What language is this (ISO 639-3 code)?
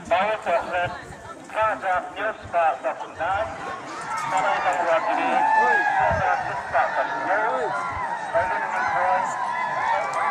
kha